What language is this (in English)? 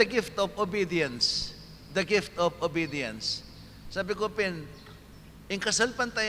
Pampanga